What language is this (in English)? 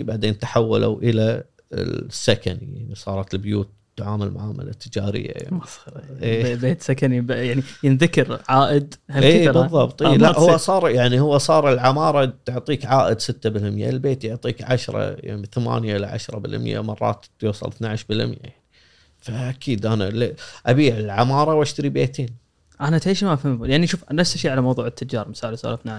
Gulf Arabic